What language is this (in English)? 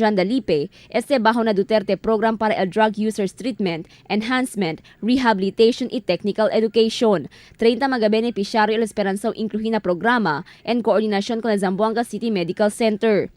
Chavacano